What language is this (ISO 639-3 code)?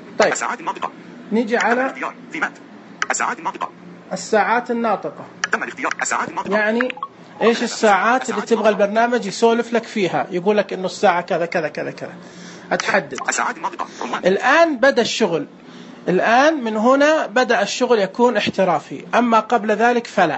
ars